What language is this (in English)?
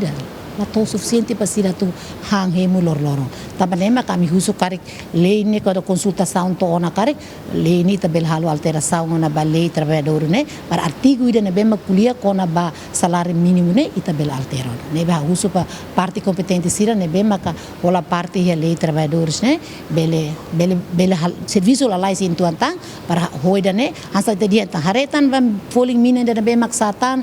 Tetum